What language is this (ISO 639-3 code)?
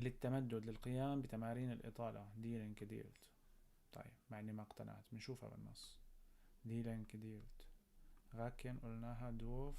apc